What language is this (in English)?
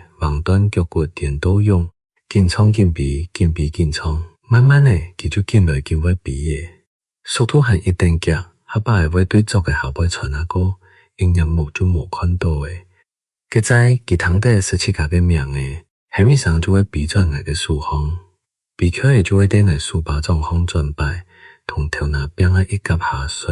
Hakka Chinese